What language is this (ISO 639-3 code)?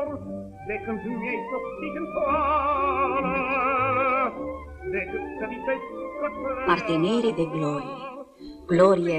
ron